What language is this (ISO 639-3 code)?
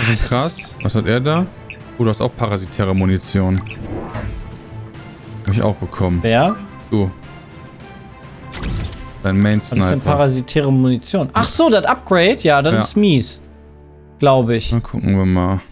deu